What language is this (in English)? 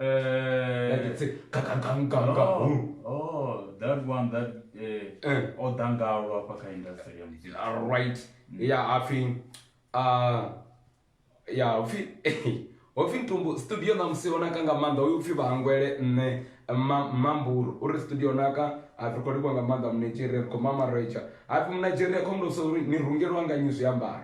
Venda